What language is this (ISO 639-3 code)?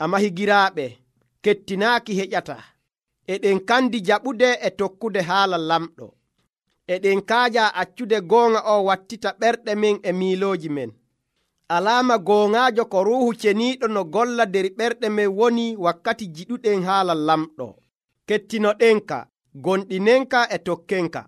fuv